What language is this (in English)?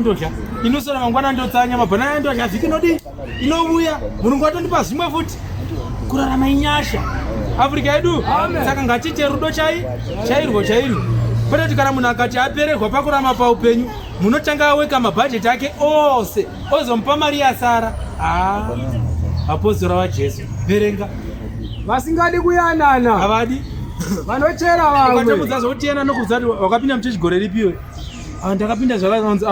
Shona